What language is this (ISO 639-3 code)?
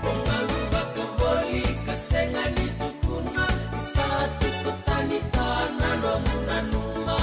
fij